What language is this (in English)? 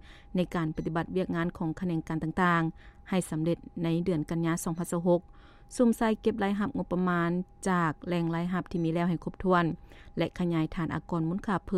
Lao